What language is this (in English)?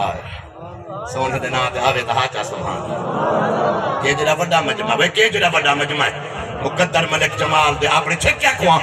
Saraiki